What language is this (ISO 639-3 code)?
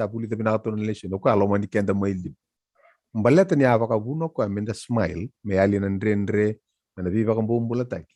fij